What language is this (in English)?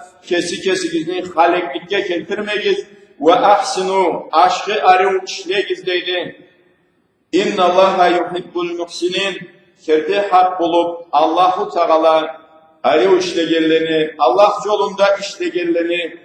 Karachay-Balkar